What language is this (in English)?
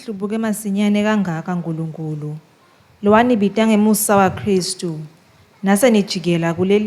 Swati